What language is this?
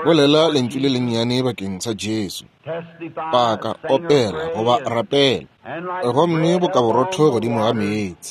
Northern Sotho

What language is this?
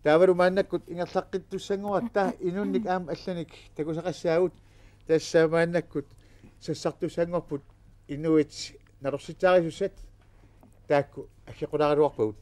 Kalaallisut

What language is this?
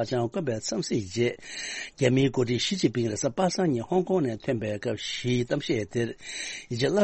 Tibetan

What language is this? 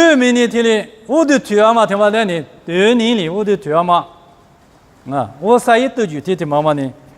Lisu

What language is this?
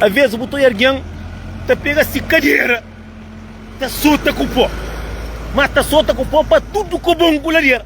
Kabuverdianu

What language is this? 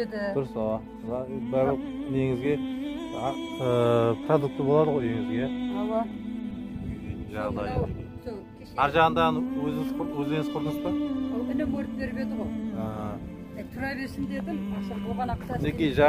Kazakh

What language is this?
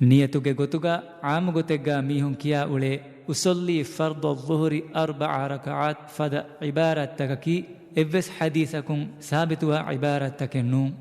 Divehi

